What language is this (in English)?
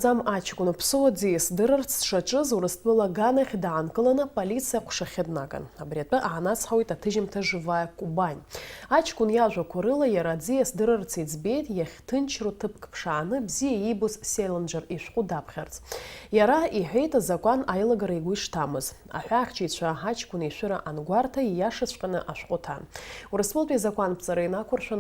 Abkhazian